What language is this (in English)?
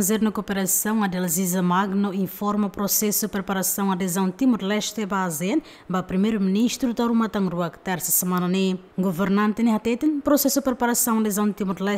Tetum